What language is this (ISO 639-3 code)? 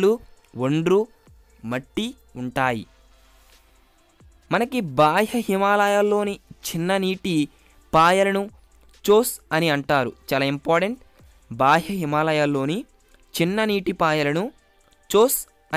tel